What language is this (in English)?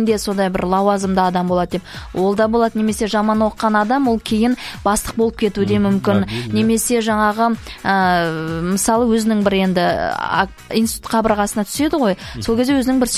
Kazakh